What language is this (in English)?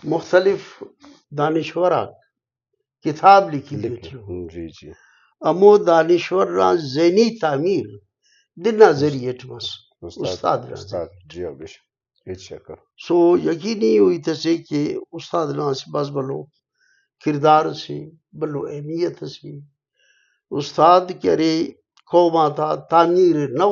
Brahui